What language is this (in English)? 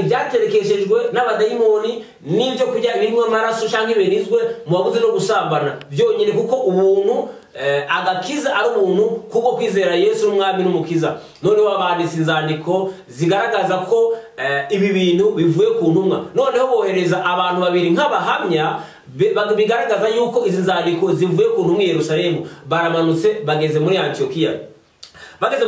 Kinyarwanda